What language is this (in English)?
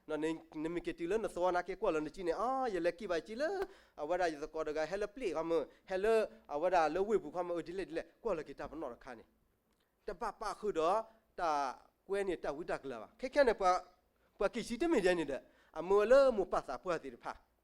S'gaw Karen